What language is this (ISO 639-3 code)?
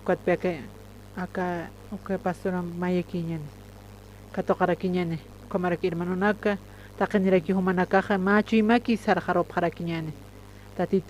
aym